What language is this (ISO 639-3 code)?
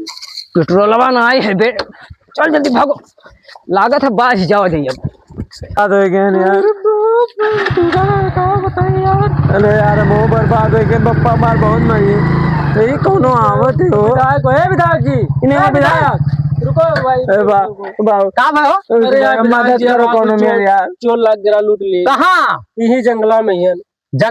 awa